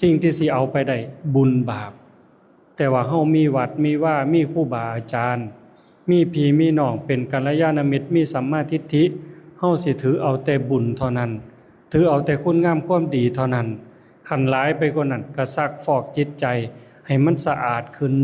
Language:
Lao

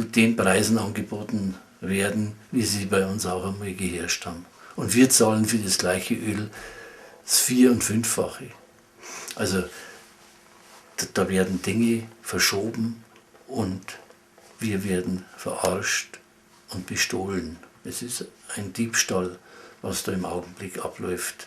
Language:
Bavarian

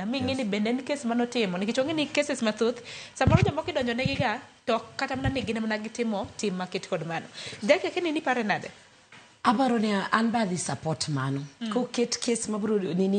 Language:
Luo (Kenya and Tanzania)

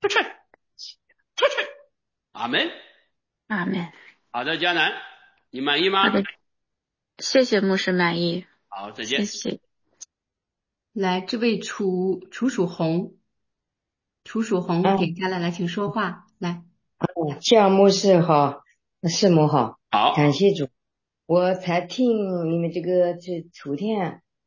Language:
Chinese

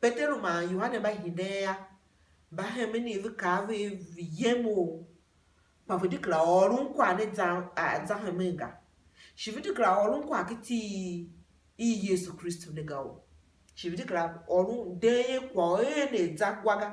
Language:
Tiv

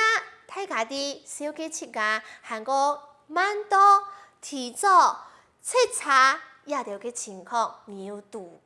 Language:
Hakka Chinese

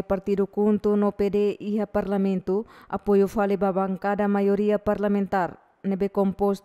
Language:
Tetum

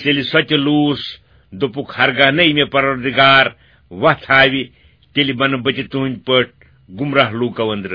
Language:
Kashmiri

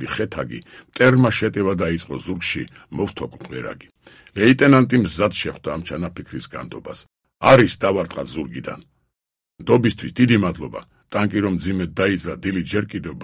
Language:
Georgian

